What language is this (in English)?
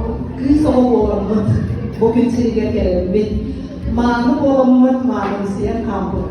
Yakut